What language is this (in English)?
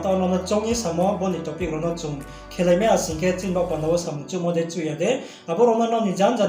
Riang (India)